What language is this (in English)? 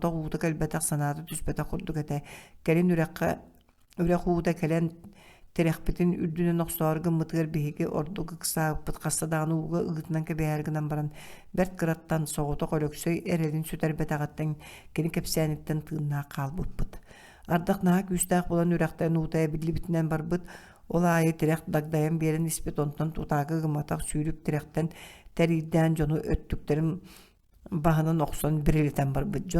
Yakut